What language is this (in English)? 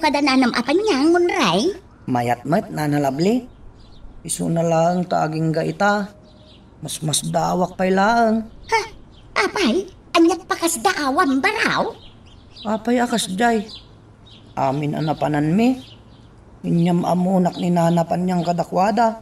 Iloko